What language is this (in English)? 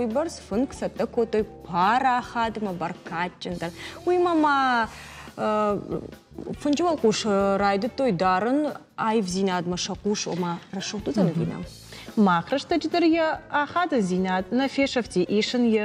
Ossetic